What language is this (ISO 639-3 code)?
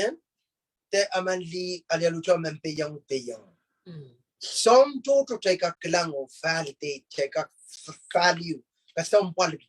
pon